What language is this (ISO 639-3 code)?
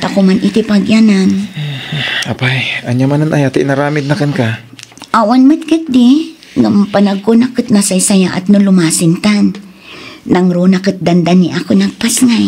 ilo